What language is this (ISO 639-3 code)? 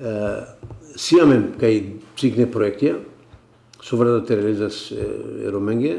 mkd